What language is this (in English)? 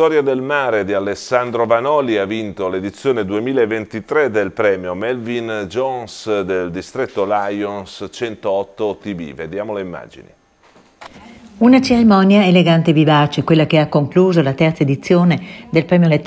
Italian